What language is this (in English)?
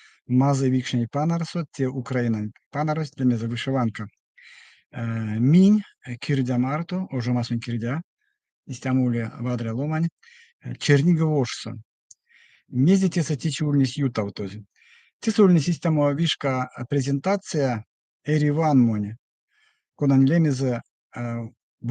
Erzya